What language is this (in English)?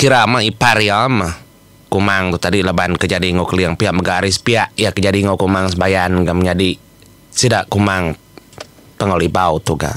Iban